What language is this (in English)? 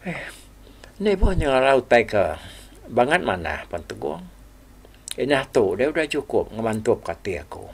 Iban